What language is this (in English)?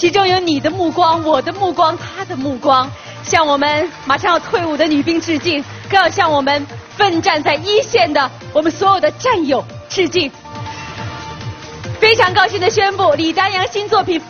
Chinese